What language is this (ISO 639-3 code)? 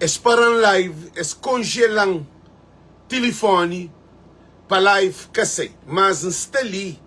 kea